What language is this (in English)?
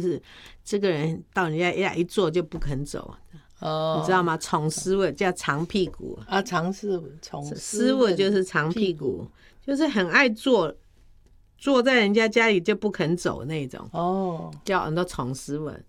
Chinese